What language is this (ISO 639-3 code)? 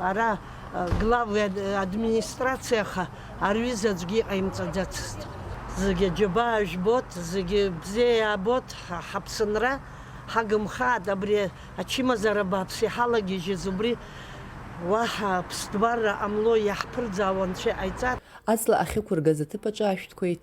abk